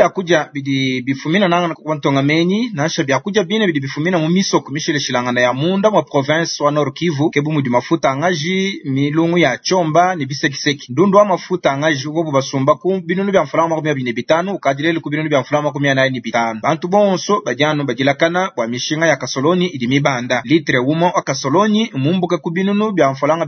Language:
Luba-Lulua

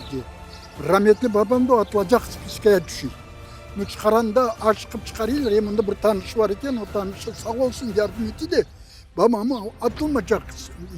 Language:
Crimean Tatar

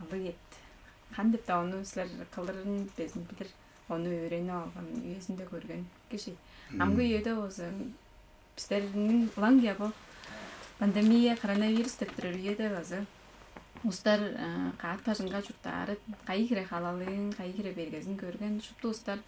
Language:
Tuvinian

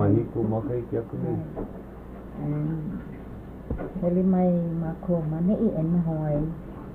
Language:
Hawaiian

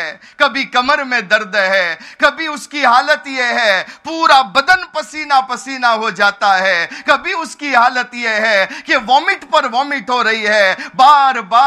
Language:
Urdu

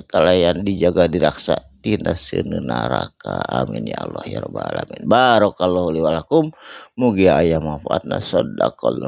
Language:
Sundanese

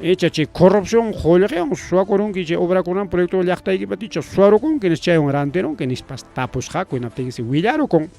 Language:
Ayacucho Quechua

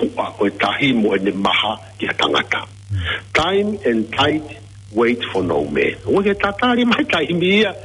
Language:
Tongan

